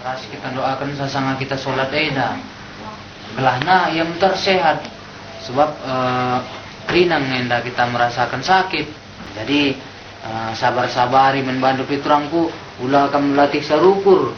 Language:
Batak Karo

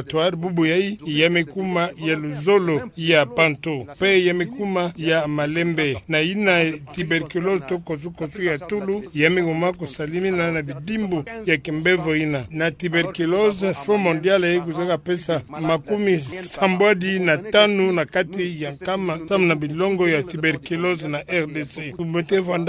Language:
Kituba (Democratic Republic of Congo)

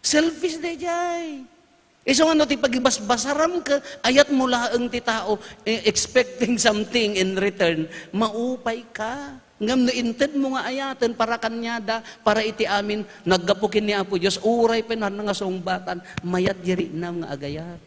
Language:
Iloko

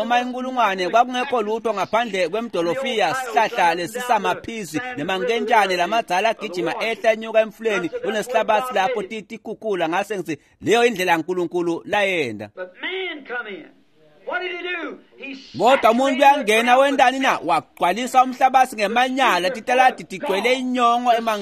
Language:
Swati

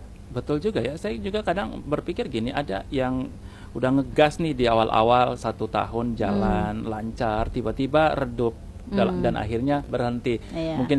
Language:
Indonesian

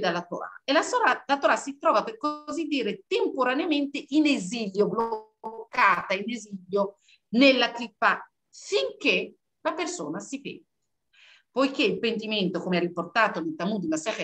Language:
Italian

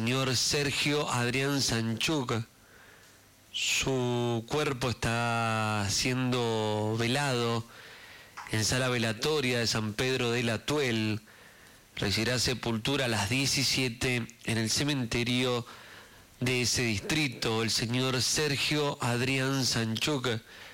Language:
Spanish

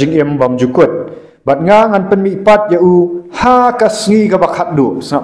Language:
Khasi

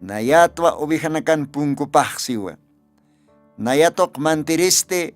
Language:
Aymara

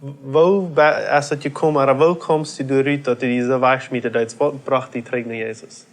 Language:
Plautdietsch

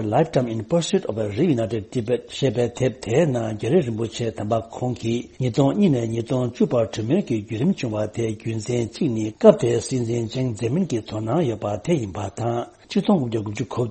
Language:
Tibetan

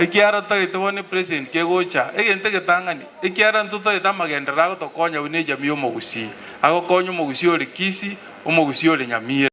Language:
Gusii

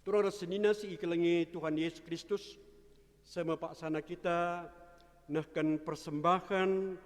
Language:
Batak Karo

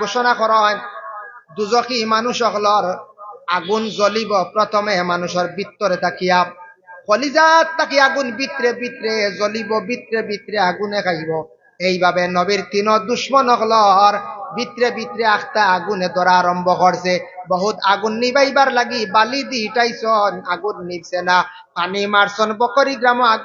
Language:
Sylheti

